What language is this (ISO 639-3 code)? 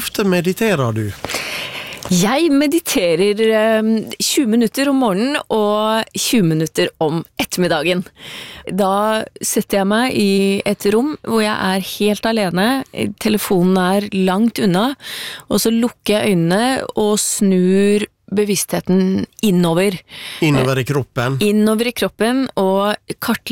nor